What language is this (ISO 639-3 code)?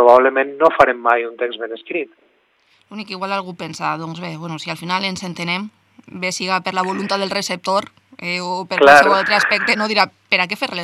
cat